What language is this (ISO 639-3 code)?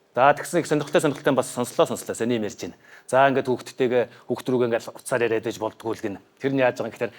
mon